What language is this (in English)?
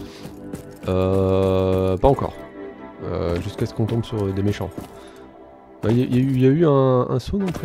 French